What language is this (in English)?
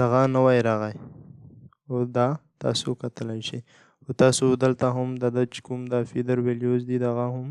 Pashto